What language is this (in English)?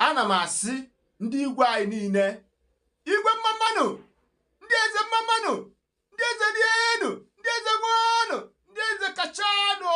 Igbo